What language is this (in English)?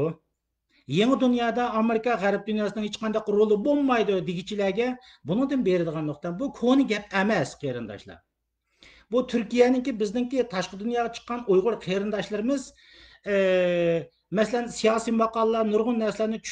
Uyghur